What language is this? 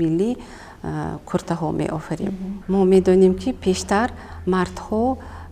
Tajik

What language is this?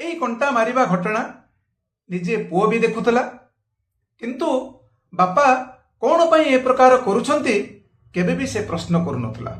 Odia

